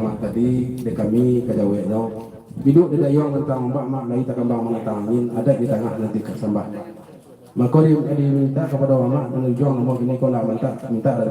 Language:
Minangkabau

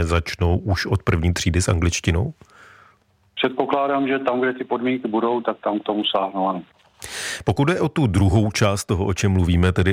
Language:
Czech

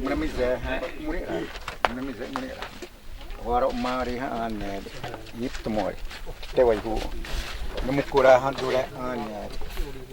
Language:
Xavánte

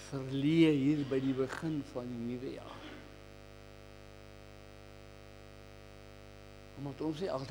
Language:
Afrikaans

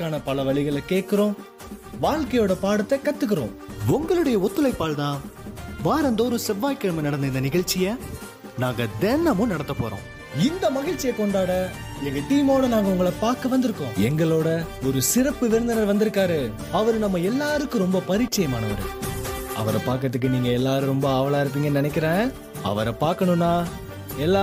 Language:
Tamil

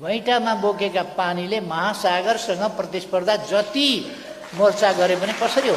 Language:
Nepali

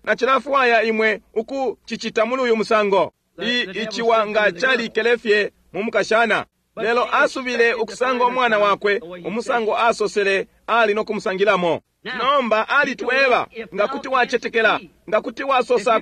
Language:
Bemba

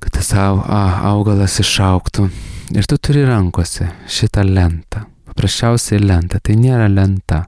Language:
Lithuanian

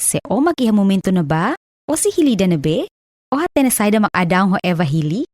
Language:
Tetum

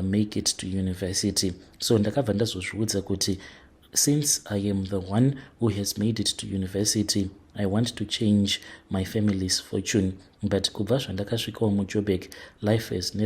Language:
Shona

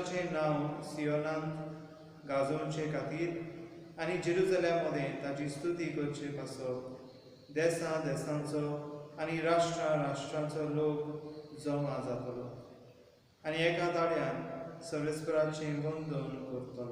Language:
Konkani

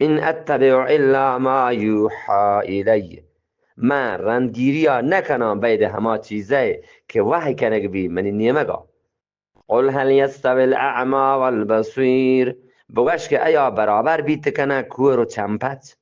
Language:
Eastern Balochi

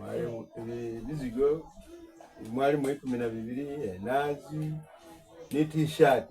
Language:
Soga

